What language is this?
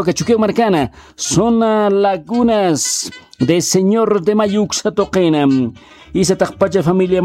Aymara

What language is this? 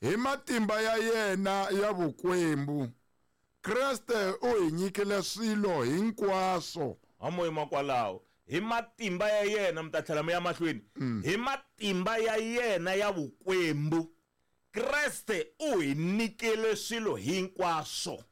Tsonga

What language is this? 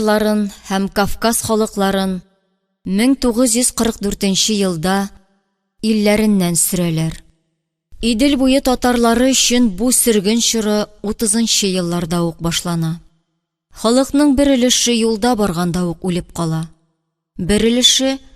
Tatar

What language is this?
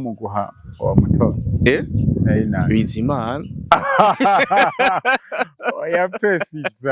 Rundi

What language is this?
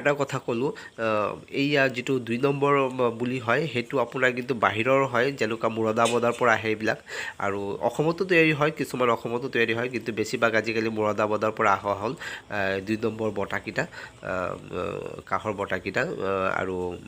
Assamese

